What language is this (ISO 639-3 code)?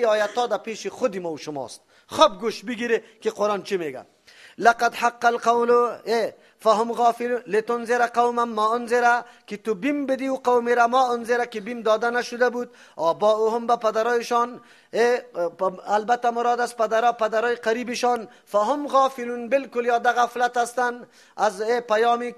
fas